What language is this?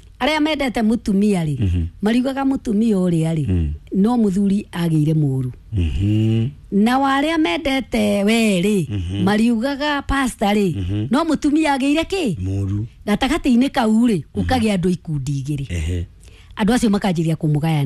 Kikuyu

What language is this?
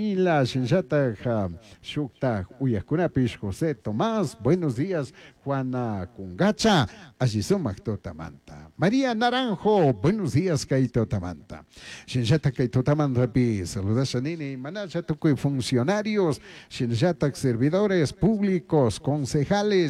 Chimborazo Highland Quichua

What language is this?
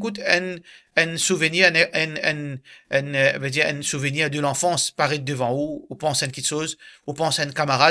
Morisyen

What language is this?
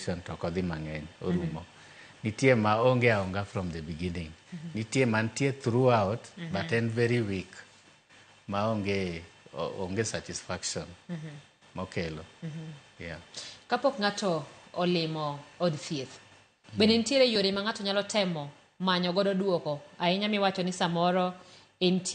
Luo (Kenya and Tanzania)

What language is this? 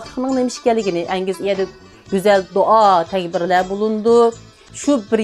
Uyghur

